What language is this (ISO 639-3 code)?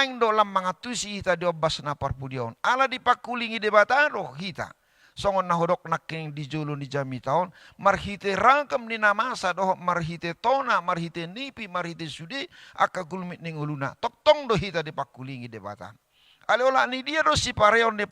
bbc